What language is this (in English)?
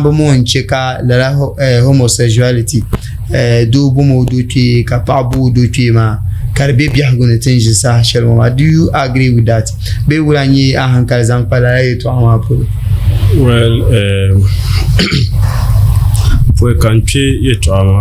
Dagbani